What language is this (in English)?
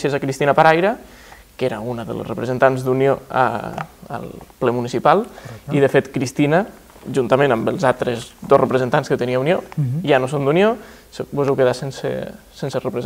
Catalan